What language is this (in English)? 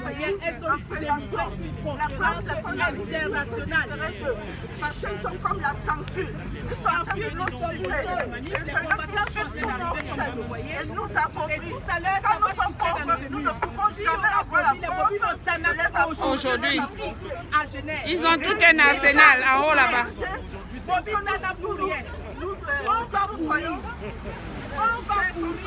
French